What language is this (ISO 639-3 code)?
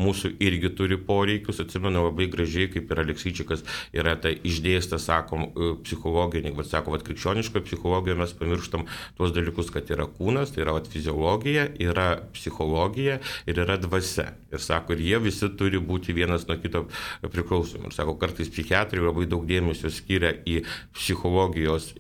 lit